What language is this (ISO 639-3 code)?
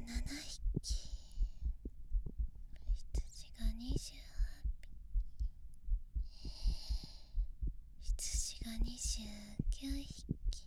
jpn